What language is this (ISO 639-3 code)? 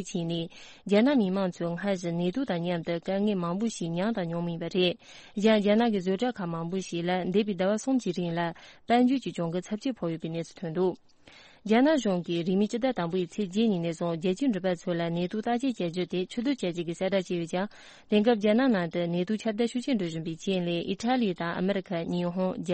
bod